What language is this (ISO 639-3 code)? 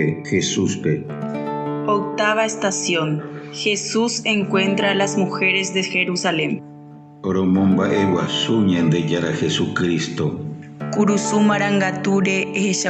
grn